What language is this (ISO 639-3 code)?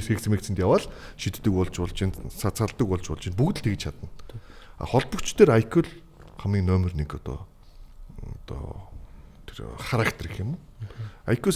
mon